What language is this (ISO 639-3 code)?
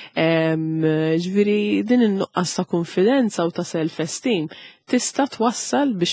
mlt